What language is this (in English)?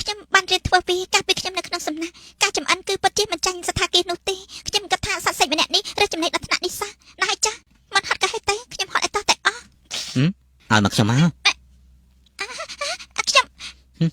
Khmer